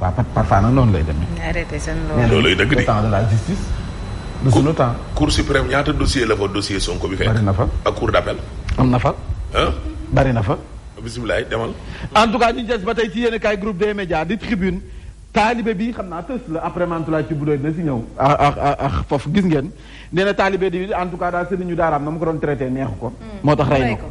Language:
Wolof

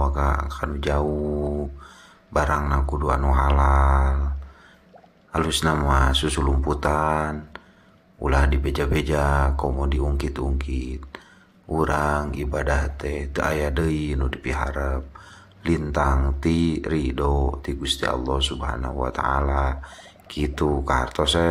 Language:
Sundanese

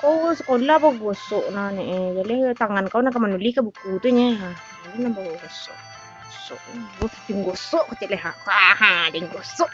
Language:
Minangkabau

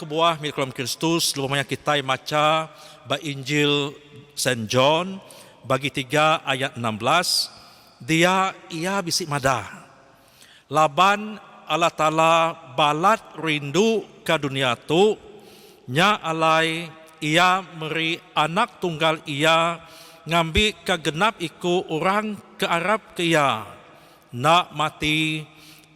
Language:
Iban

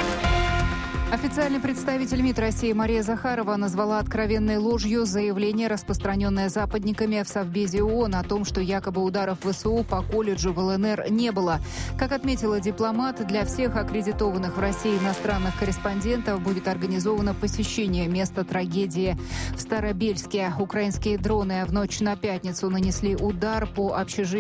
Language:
Russian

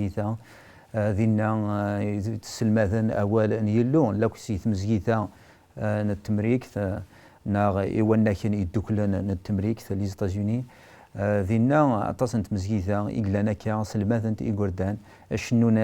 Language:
Kabyle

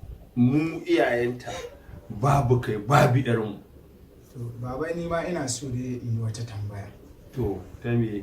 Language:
Hausa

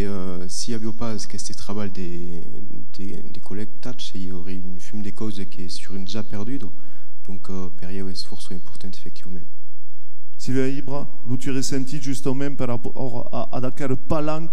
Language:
Occitan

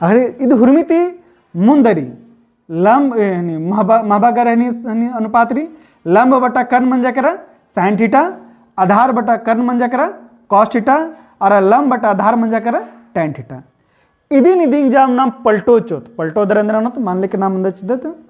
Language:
Kurukh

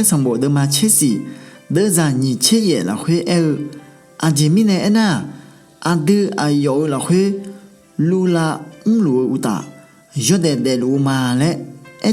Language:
Akha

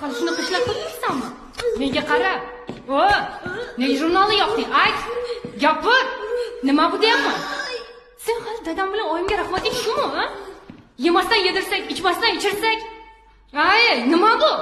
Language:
Uzbek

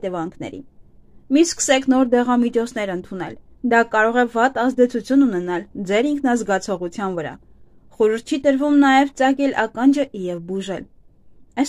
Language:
Armenian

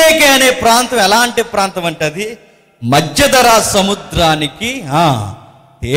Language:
Telugu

